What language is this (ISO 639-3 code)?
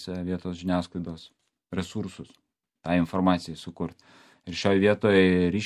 lit